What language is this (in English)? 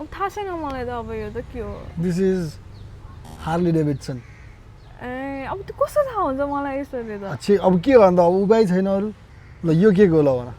Nepali